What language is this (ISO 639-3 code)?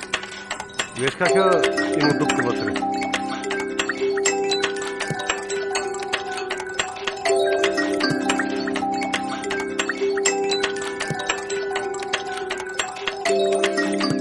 bul